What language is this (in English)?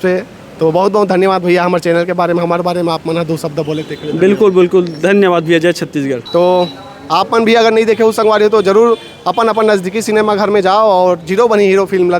Chhattisgarhi